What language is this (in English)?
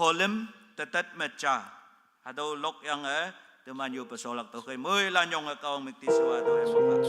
Konyak Naga